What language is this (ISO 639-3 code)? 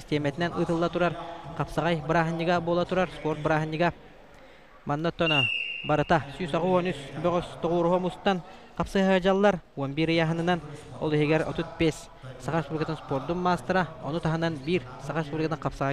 sah